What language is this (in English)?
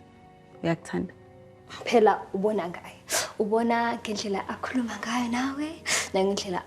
Zulu